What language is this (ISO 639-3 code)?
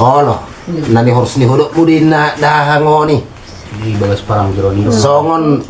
bbc